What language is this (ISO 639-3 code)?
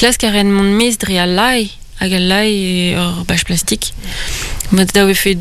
bre